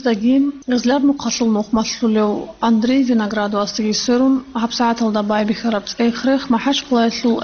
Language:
Avaric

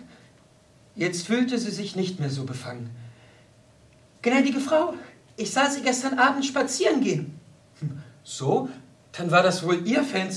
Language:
German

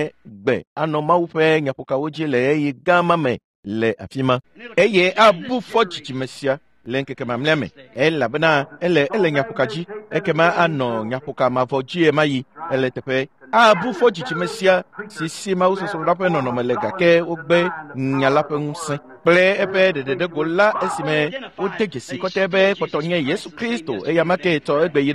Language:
Ewe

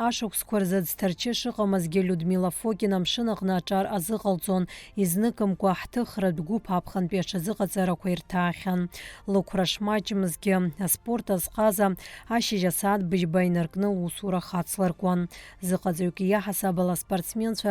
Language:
Abkhazian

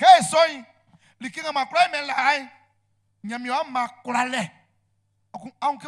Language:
Baoulé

